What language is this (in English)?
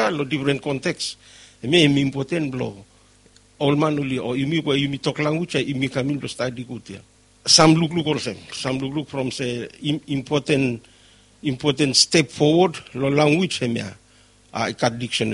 Bislama